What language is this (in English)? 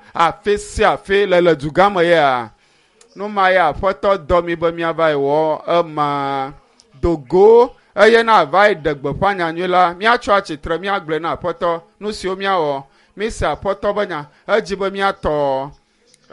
Ewe